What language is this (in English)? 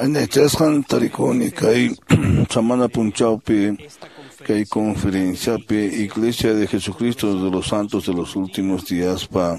Quechua